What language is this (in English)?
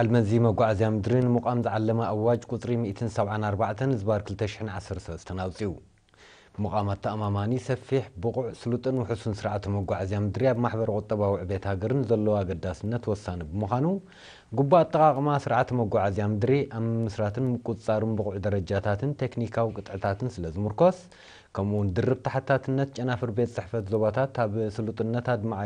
Tigrinya